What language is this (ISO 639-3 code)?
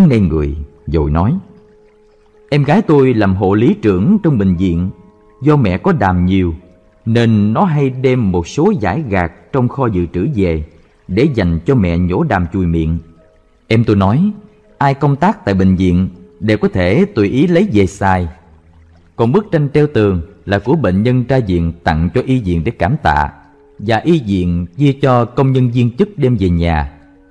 vie